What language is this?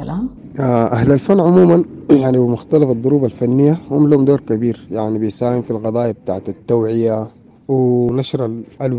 Sudanese Arabic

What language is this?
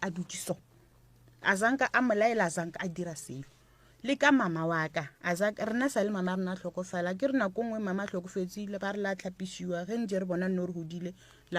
Northern Sotho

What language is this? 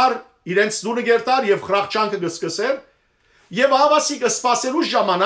Western Armenian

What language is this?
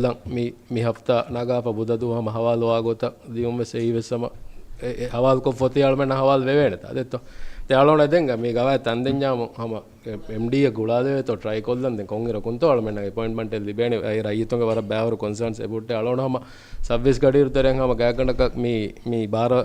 Divehi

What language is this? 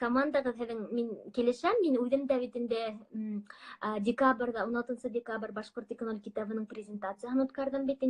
Bashkir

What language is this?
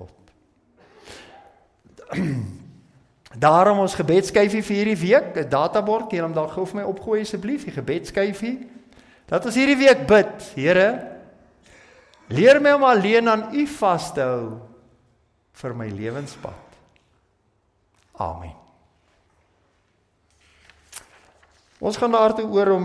Afrikaans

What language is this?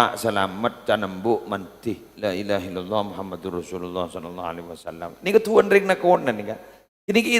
Madurese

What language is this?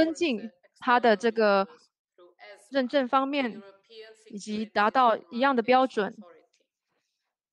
Chinese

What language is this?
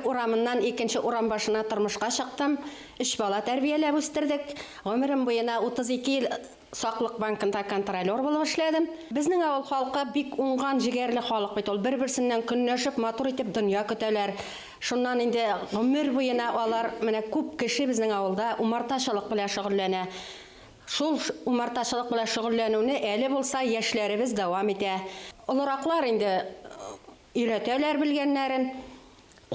Bashkir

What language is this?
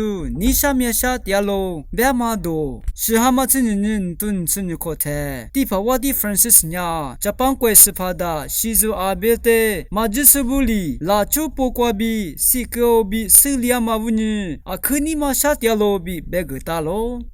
Lisu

